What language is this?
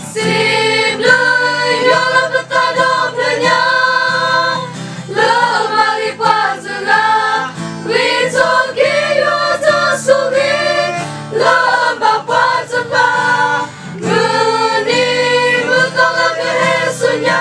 S'gaw Karen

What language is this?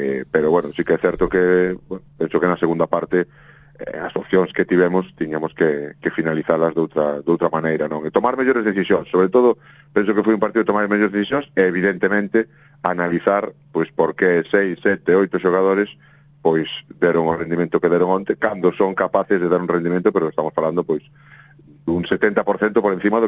Galician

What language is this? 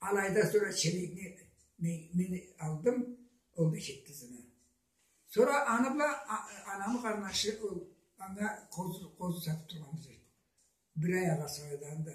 Karachay-Balkar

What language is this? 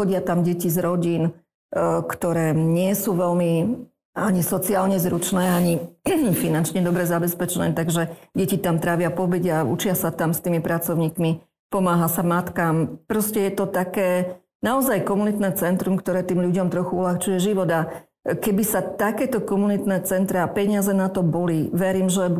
Slovak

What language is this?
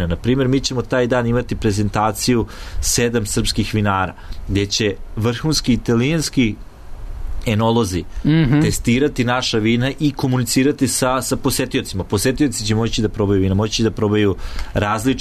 Serbian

